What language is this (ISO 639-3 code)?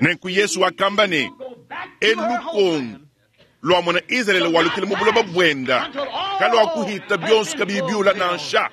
lua